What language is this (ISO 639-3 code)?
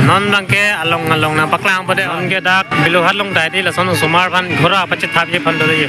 mjw